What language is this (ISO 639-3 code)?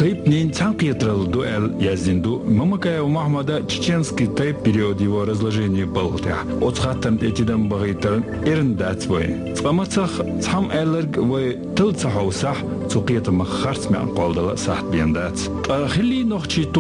che